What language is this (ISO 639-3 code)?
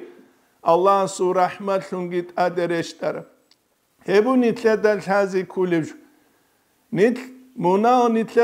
ava